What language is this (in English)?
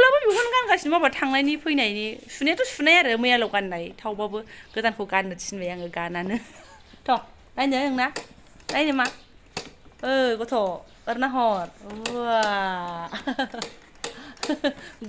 Bodo